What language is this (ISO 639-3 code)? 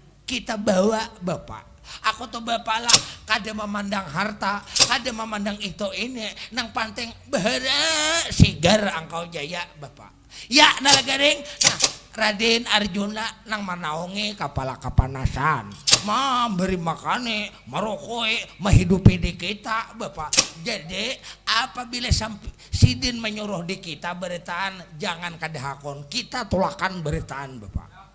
bjn